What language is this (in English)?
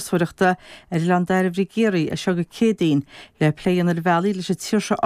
Irish